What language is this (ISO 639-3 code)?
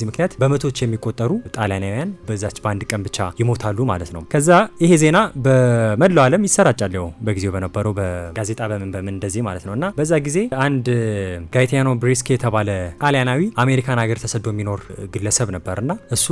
amh